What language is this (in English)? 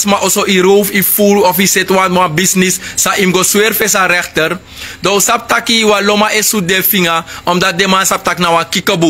Sranan Tongo